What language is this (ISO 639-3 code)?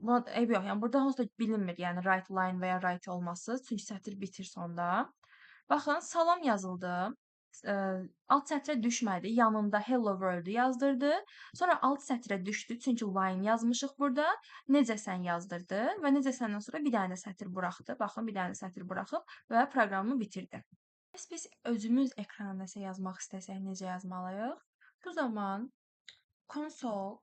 aze